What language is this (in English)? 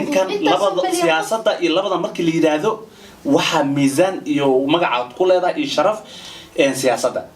Somali